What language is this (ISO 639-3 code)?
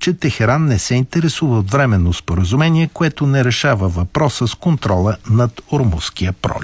bul